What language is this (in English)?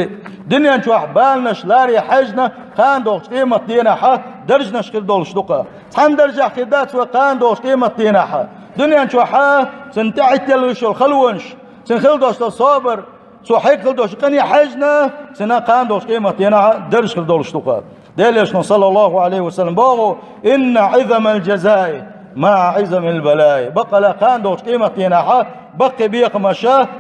Chechen